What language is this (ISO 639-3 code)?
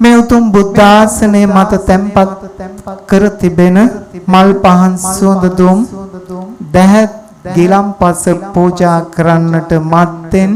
sin